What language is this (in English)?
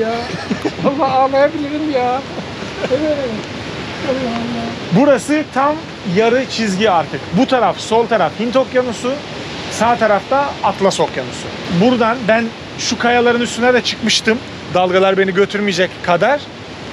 Turkish